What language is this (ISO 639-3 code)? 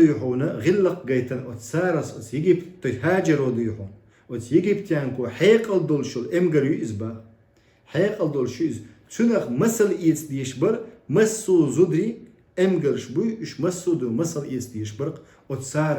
che